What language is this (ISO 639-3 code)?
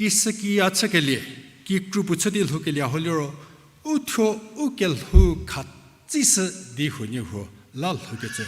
njm